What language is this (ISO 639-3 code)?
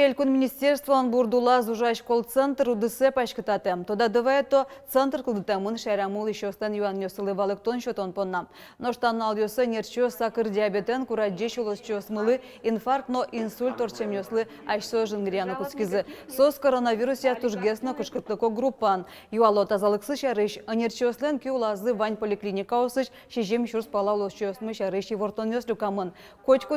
udm